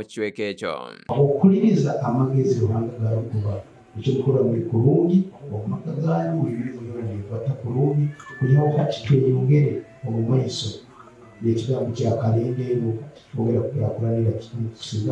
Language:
Nyankole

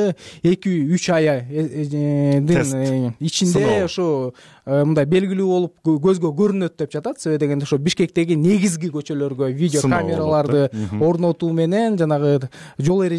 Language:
Kyrgyz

